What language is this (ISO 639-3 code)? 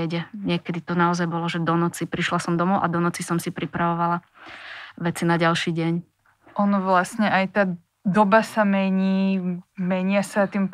slk